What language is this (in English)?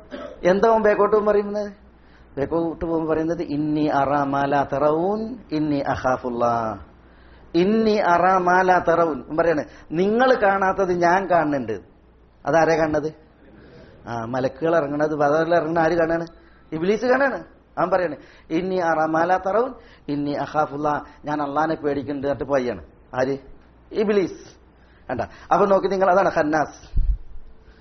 Malayalam